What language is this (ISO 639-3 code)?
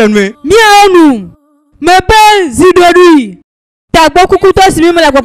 ewe